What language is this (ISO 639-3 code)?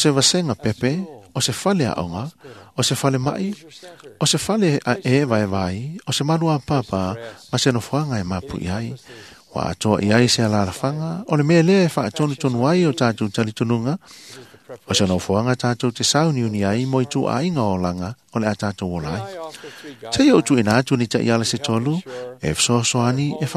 smo